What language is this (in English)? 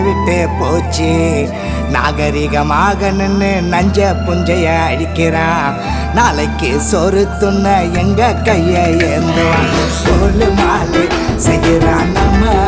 Tamil